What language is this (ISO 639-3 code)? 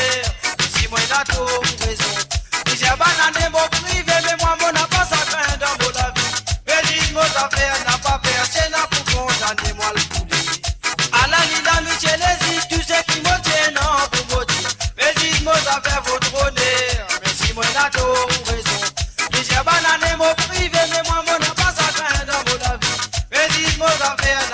mfe